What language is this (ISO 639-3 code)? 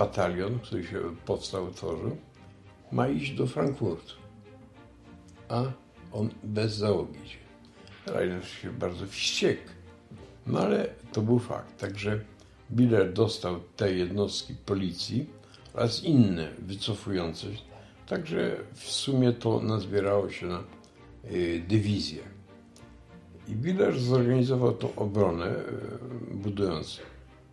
pol